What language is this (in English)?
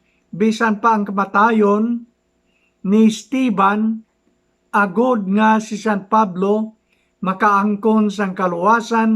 Hiligaynon